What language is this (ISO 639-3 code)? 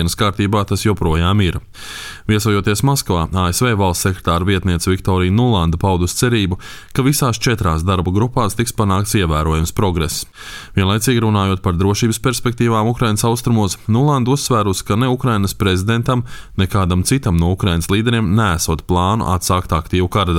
lav